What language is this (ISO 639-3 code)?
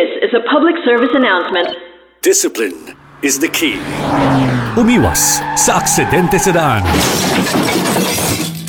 fil